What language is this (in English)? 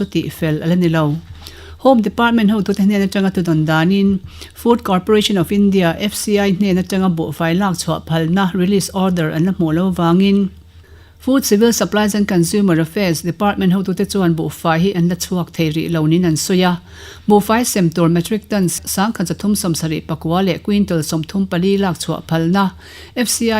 Mizo